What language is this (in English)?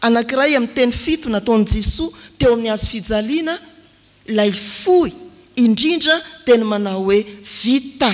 Malagasy